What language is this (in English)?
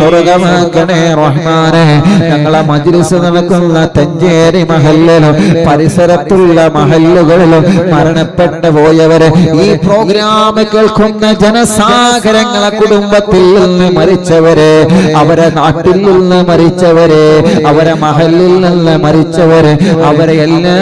Malayalam